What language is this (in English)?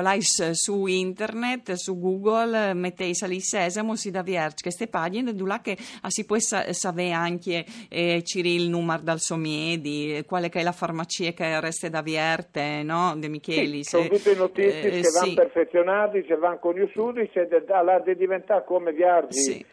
Friulian